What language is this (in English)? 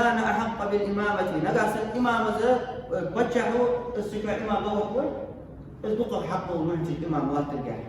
Ingush